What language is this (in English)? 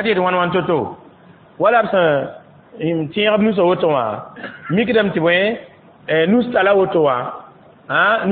Mossi